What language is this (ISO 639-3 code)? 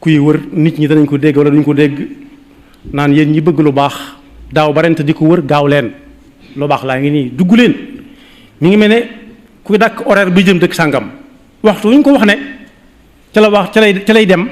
wol